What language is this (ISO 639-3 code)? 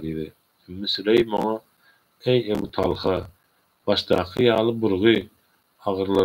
tuk